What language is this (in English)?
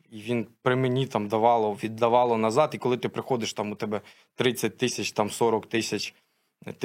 Ukrainian